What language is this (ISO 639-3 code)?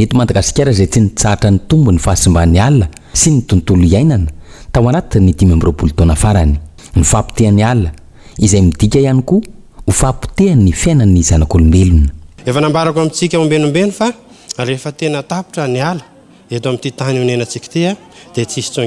mlg